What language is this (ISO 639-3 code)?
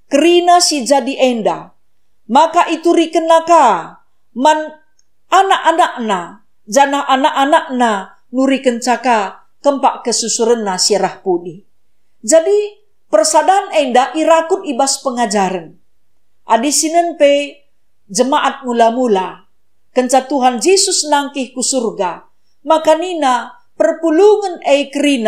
btx